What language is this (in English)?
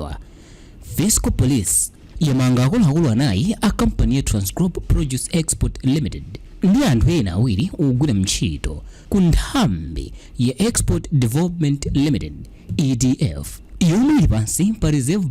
Nyanja